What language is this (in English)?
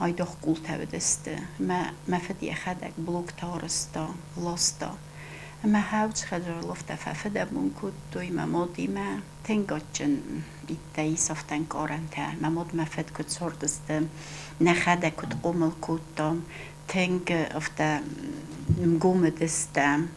Ossetic